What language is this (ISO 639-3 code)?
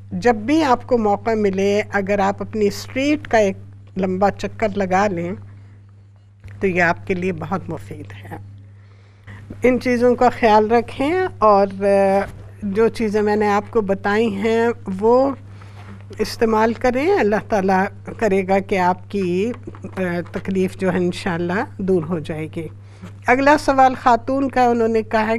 urd